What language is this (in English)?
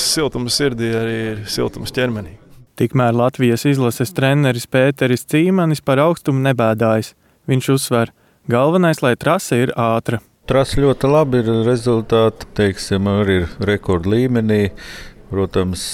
Latvian